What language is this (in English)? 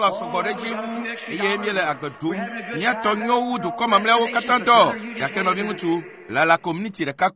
Ewe